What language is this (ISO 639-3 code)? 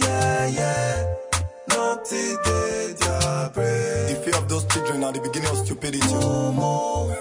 pcm